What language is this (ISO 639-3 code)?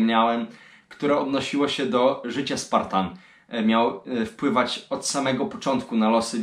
pol